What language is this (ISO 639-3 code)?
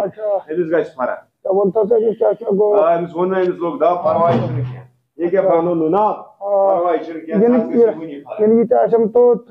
kas